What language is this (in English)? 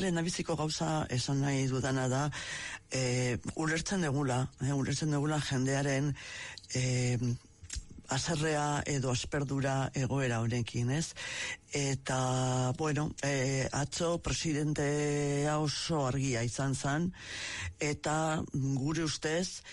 Basque